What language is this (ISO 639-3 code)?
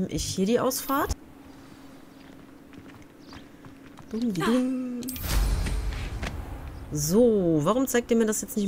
deu